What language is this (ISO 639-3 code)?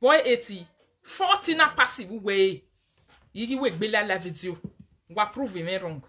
pcm